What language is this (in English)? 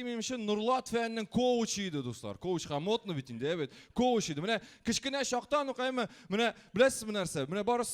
Tatar